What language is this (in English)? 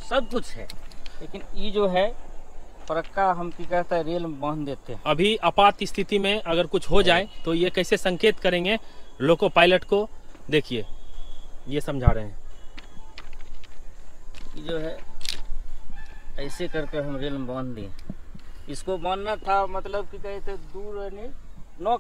Hindi